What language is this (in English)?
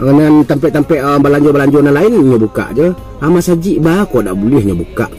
Minangkabau